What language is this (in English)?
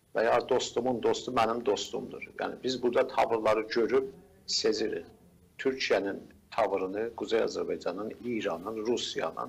South Azerbaijani